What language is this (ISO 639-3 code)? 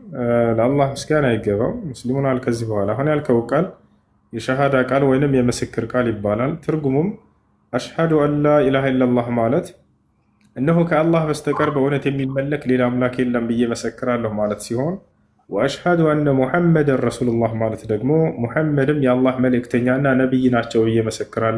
amh